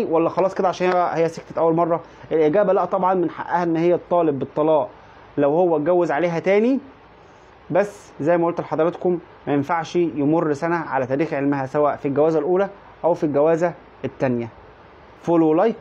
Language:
Egyptian Arabic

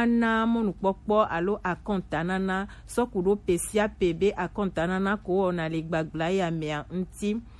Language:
Gen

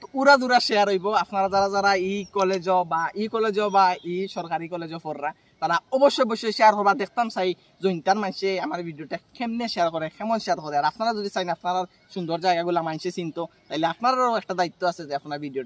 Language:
Sylheti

